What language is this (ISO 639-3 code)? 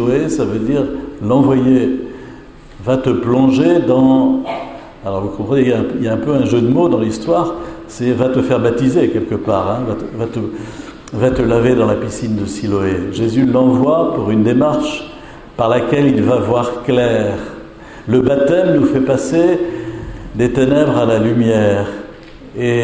fra